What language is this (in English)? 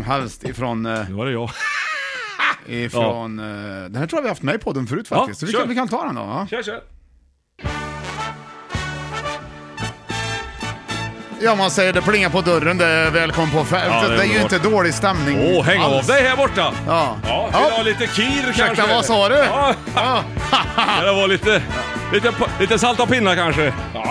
Swedish